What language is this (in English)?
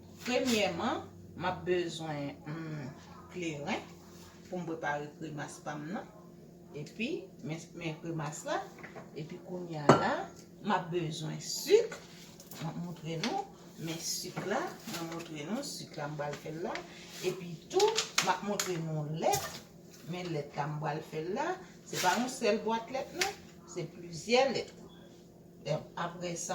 Haitian Creole